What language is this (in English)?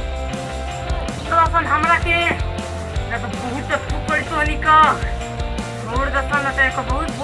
Bhojpuri